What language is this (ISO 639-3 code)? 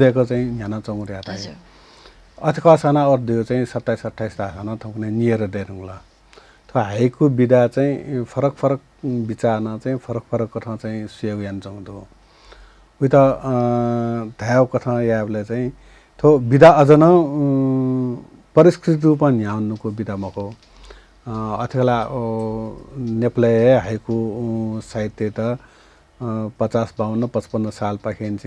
new